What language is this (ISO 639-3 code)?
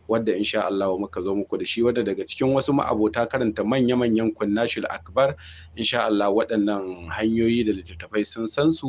hau